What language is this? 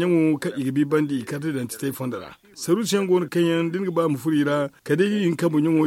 Zarma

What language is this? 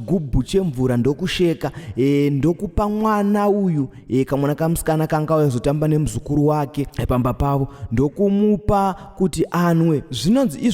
Shona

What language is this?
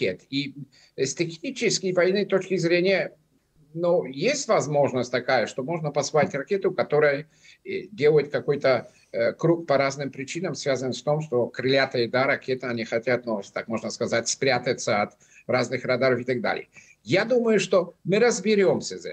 Russian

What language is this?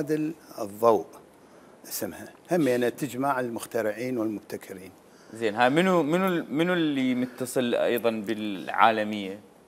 Mesopotamian Arabic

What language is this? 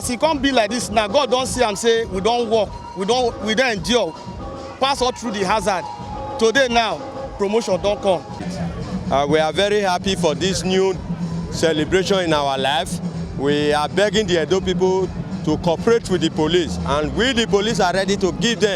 Nigerian Pidgin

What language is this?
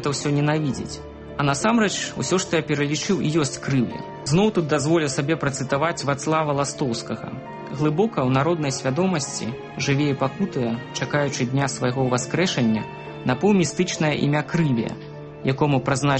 Belarusian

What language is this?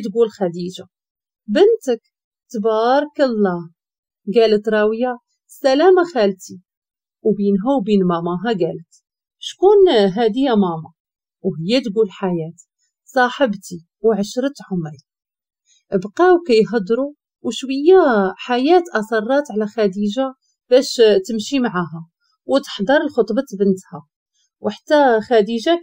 Moroccan Arabic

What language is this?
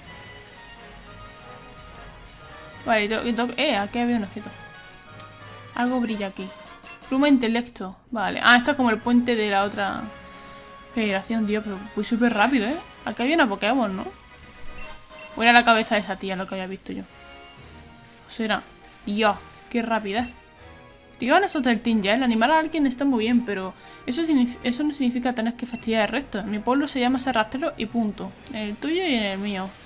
Spanish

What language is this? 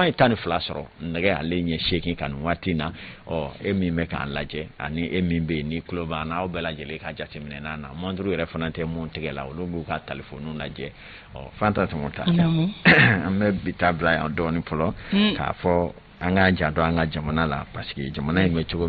Bambara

